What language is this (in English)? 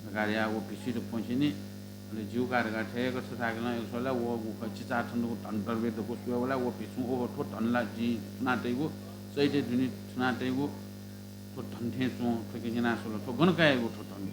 Newari